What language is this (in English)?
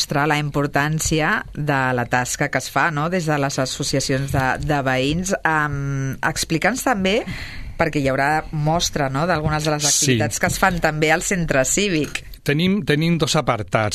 Catalan